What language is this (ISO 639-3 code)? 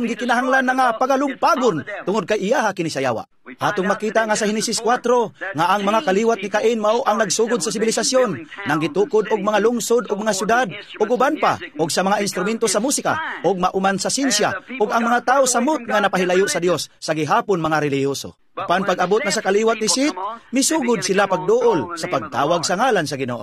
ceb